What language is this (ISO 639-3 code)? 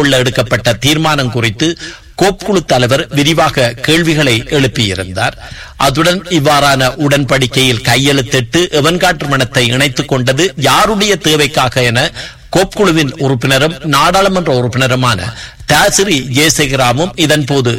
tam